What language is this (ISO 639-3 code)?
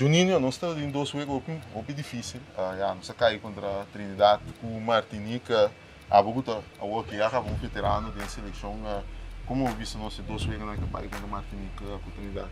pap